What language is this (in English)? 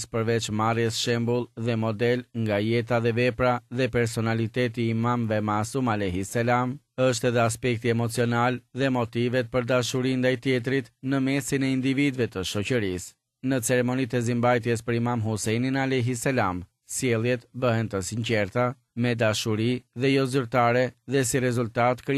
Albanian